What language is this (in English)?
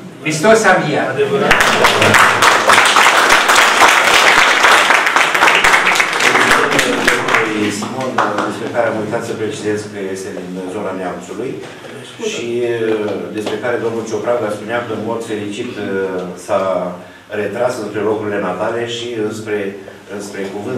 Romanian